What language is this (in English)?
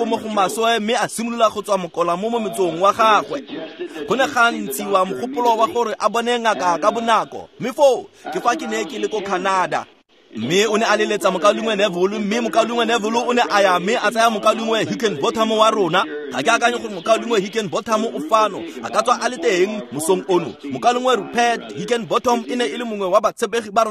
Tswana